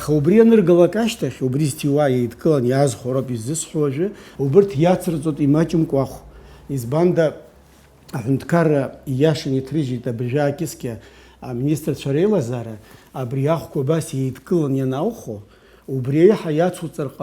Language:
Abkhazian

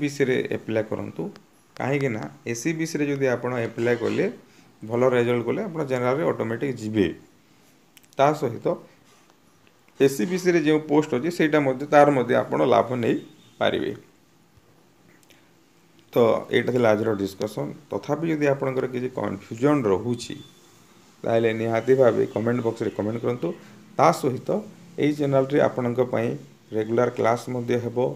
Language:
Odia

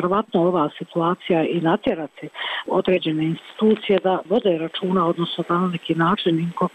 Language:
Bosnian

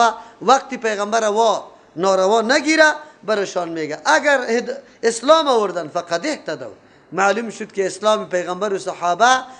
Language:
Persian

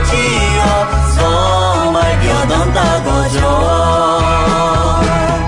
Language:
Akha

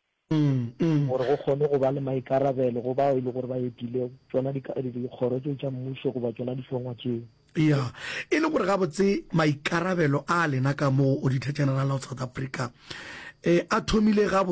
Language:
Northern Sotho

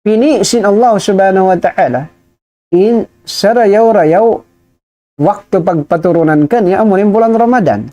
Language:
Tausug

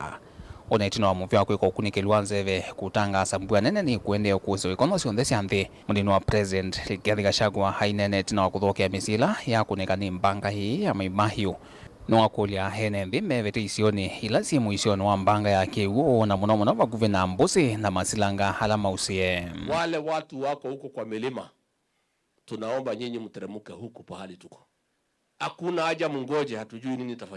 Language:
Kamba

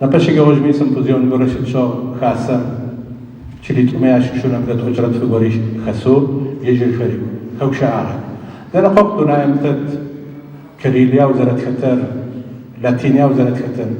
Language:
Adyghe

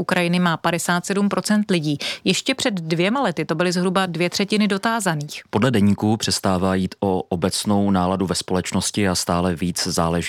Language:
Czech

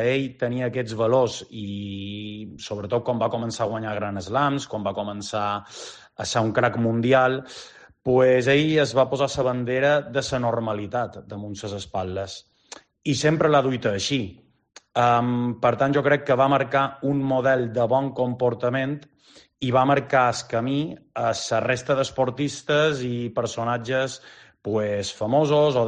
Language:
Catalan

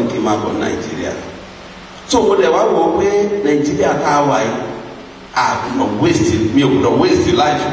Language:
Yoruba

